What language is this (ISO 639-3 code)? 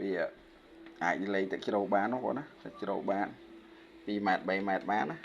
khm